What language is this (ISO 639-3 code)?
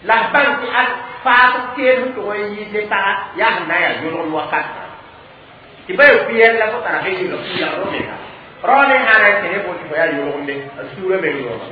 mos